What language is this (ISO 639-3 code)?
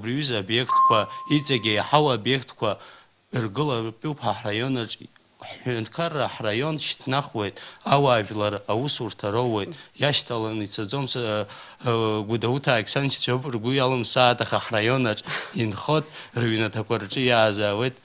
abk